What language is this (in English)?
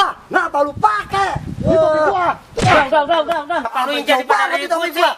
Betawi